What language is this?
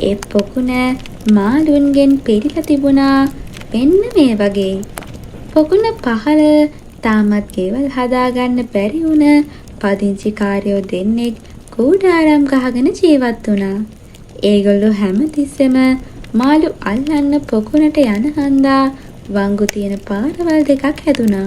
Sinhala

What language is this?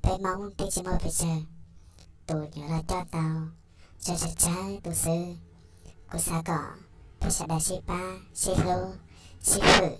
Hmong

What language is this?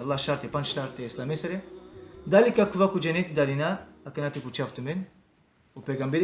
Balkan Romani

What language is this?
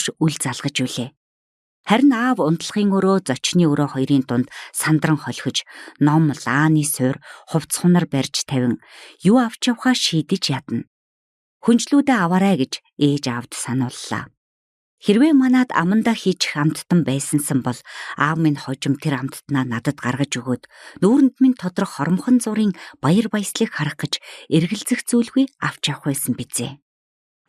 Mongolian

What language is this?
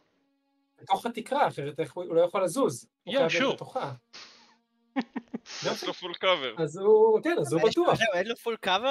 Hebrew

